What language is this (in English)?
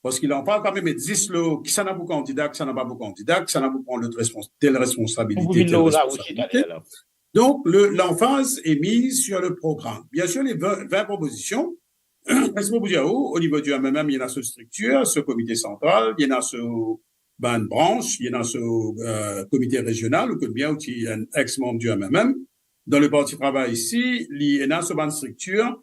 Morisyen